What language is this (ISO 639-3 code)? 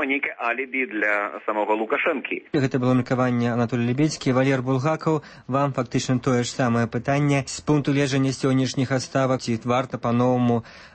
bel